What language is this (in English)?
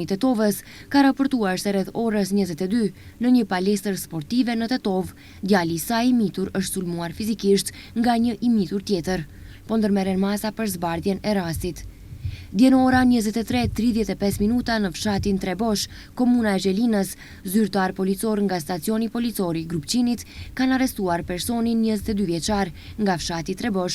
Albanian